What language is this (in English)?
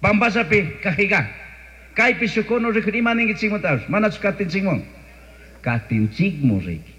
Chimborazo Highland Quichua